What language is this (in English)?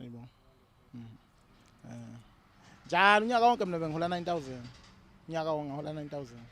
Zulu